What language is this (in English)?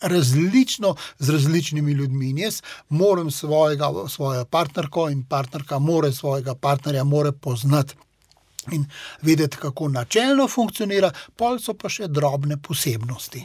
Slovenian